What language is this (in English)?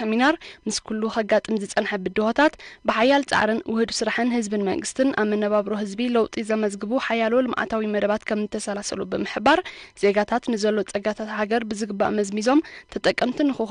Tigrinya